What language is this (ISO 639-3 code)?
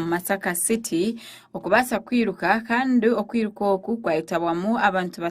nyn